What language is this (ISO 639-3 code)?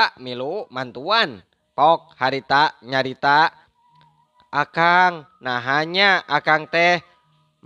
sun